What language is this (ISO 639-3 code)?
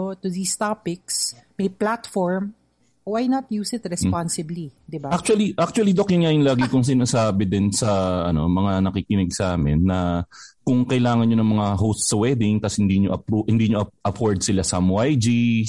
fil